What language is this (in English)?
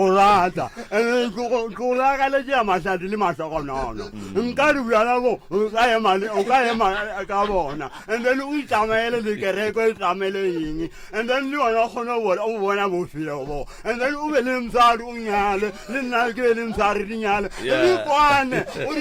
Northern Sotho